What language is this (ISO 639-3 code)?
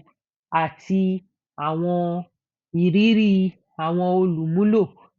yor